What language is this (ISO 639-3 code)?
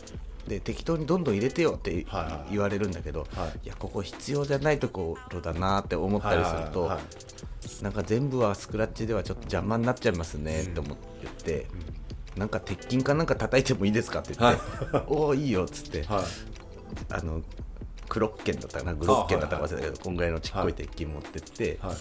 jpn